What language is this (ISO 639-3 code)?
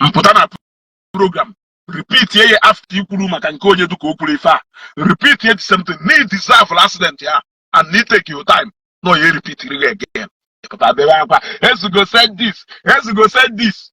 ibo